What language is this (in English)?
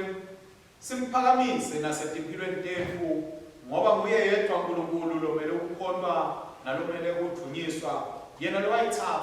Swati